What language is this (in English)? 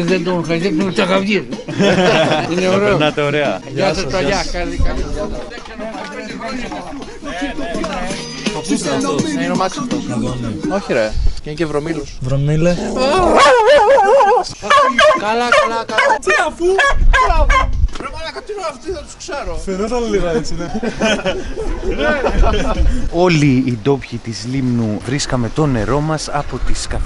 Greek